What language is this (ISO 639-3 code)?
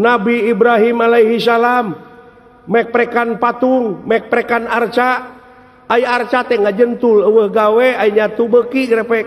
sun